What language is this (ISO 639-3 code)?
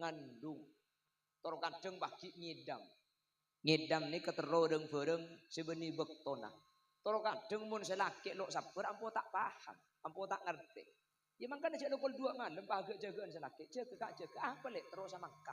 mad